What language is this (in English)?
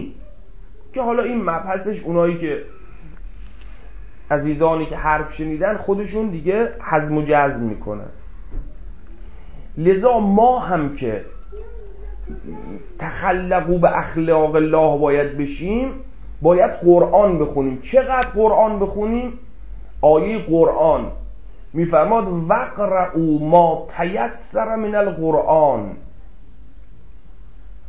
Persian